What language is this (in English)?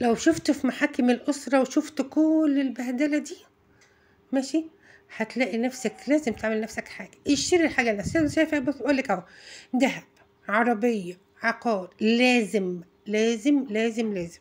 Egyptian Arabic